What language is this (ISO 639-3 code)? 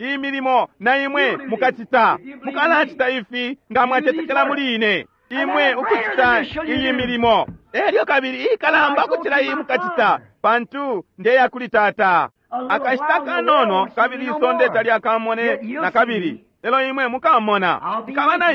bem